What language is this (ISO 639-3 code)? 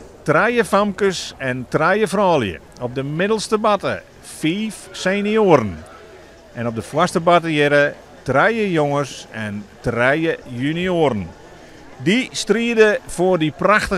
fry